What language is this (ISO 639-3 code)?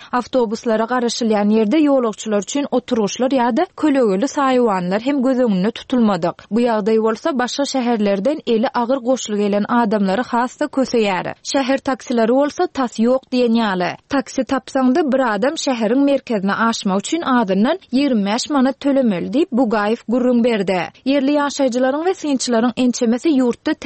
tuk